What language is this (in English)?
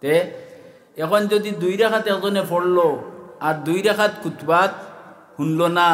Sylheti